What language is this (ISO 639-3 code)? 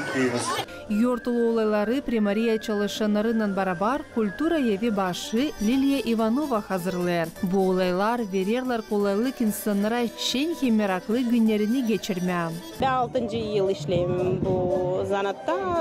gag